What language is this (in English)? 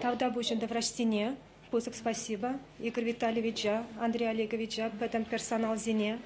Chuvash